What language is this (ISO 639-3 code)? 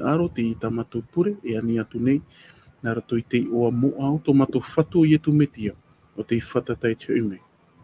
tah